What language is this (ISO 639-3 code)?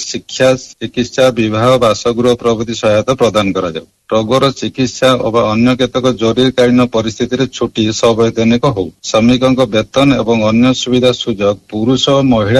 ori